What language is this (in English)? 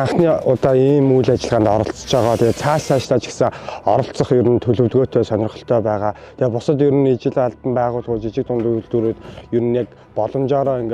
Mongolian